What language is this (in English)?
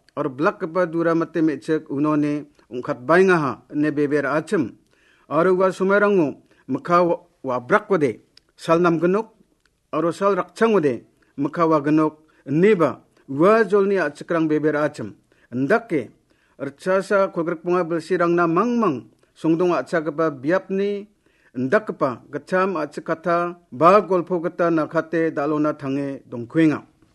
Garo